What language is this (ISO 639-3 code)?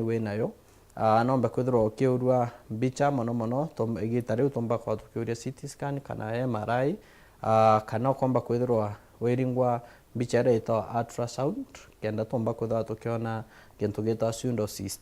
mer